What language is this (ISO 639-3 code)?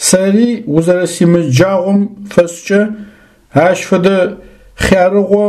ady